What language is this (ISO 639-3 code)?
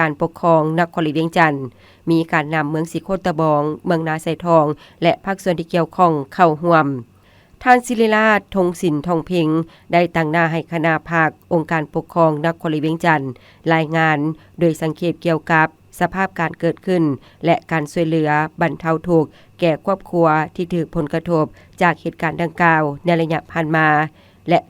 lao